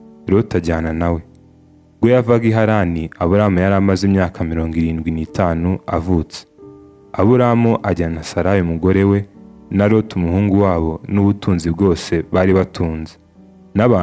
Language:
Kinyarwanda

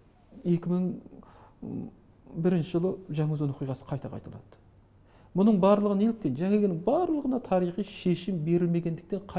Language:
Kazakh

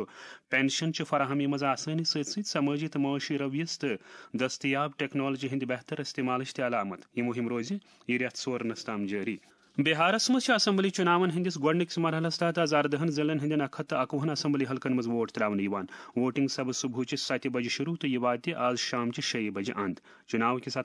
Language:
Kashmiri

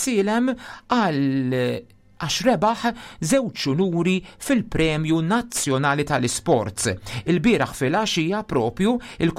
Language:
Maltese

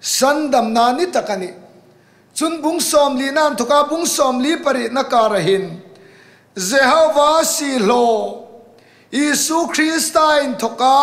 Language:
Hmar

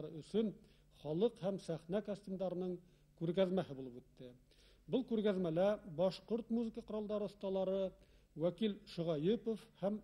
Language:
Bashkir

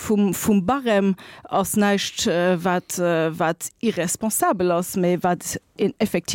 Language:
Luxembourgish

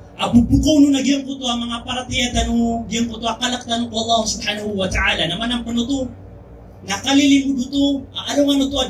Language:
Maranao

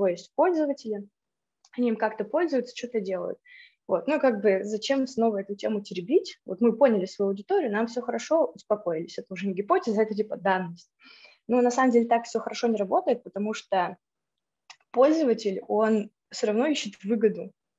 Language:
Russian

